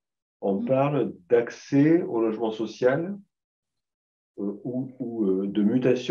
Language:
French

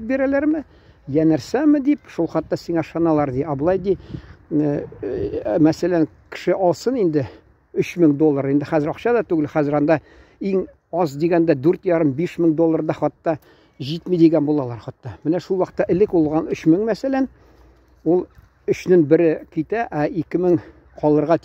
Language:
Tatar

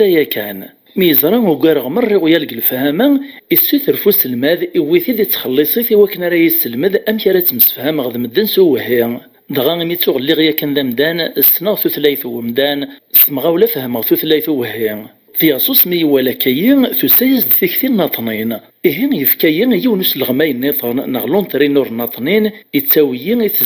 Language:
Kabyle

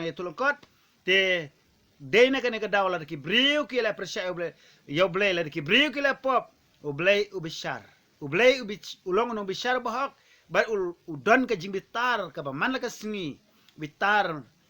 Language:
Khasi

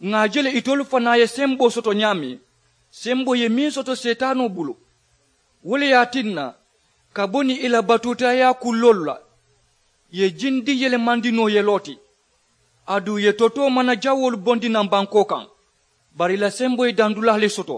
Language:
Mandingo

